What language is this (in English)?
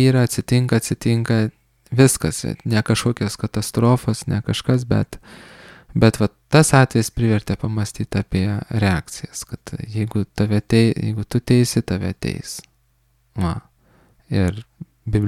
Lithuanian